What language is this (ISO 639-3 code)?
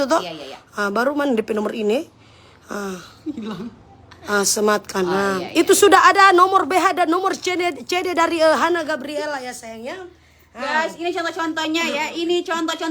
xmm